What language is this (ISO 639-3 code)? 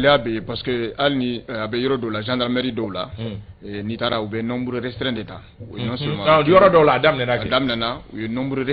bam